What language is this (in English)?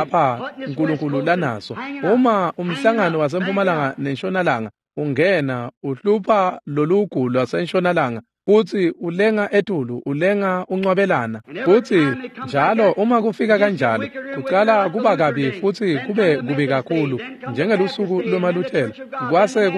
Swati